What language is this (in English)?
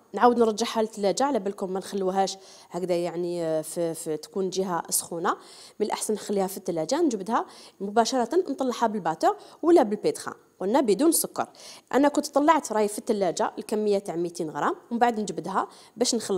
Algerian Arabic